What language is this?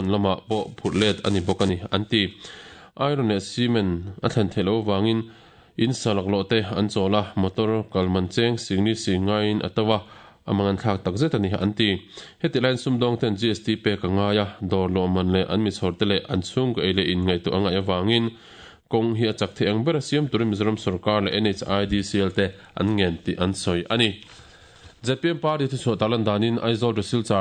Mizo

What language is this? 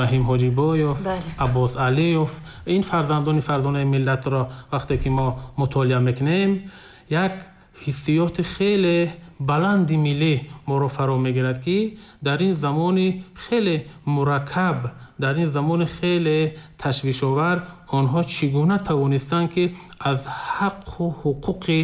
Tajik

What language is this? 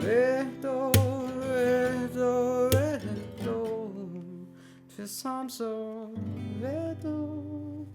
Bavarian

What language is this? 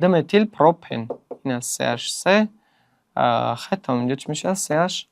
Tajik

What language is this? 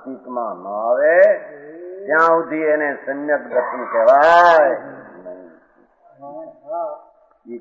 Gujarati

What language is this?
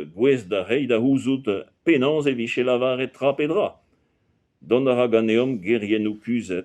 Breton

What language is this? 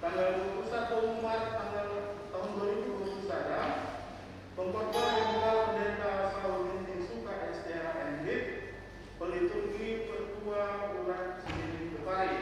Batak Karo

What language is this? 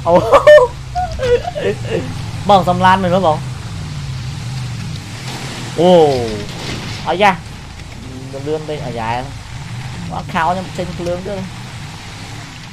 Vietnamese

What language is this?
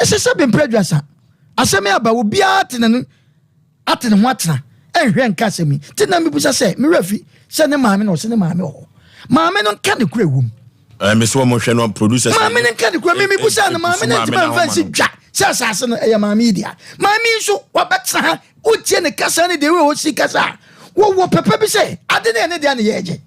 Akan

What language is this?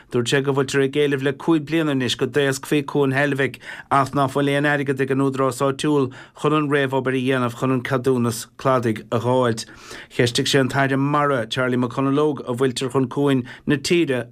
Irish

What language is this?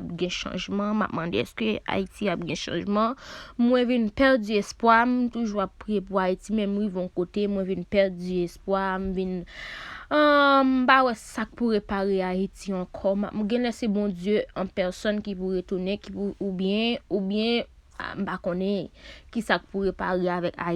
Haitian Creole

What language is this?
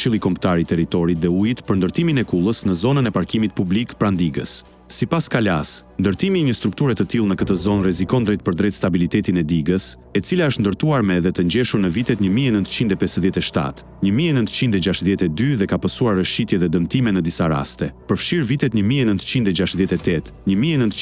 Albanian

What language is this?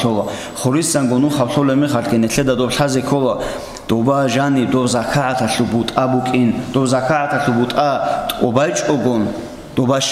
Avaric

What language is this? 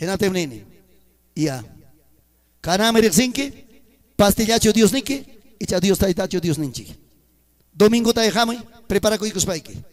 Ayacucho Quechua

